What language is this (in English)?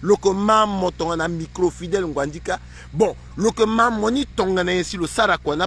Sango